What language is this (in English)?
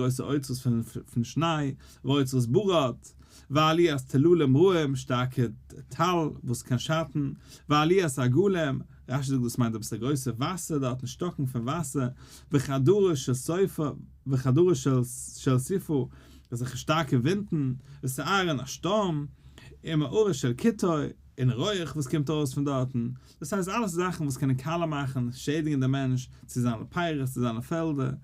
Yiddish